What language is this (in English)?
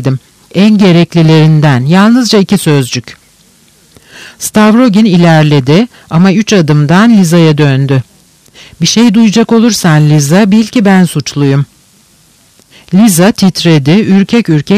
Turkish